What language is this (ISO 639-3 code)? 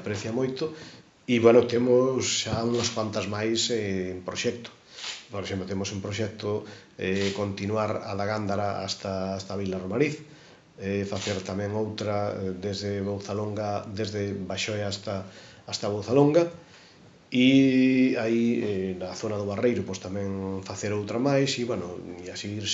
glg